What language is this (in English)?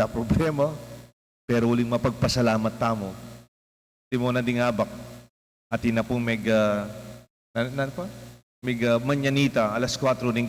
Pampanga